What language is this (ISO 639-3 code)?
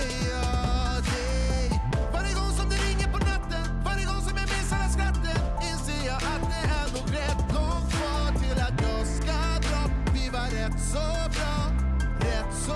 swe